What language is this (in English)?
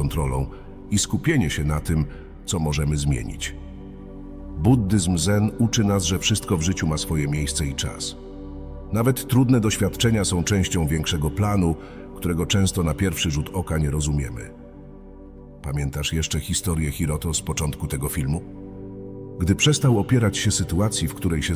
Polish